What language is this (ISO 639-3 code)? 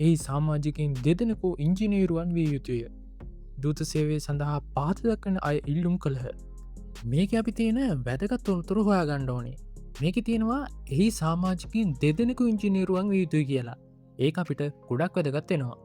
sin